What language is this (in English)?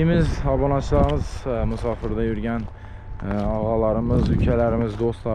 Uzbek